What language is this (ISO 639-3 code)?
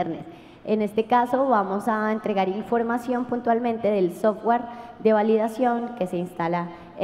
spa